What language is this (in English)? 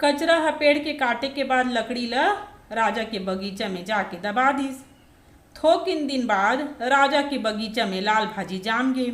Chhattisgarhi